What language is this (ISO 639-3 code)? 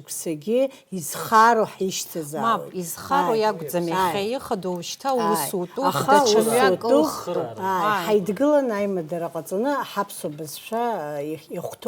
abk